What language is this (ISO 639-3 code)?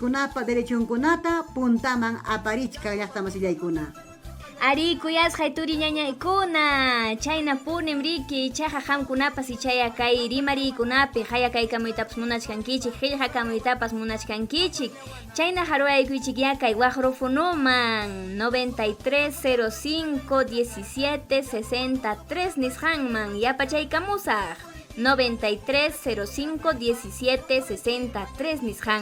quy